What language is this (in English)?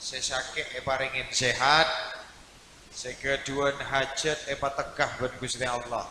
Madurese